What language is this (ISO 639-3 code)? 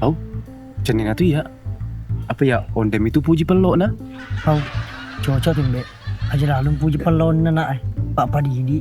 bug